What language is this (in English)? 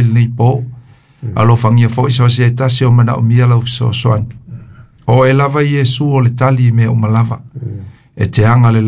Samoan